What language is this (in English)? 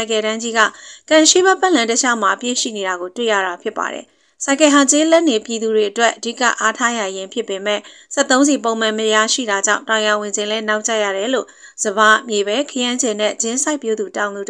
Burmese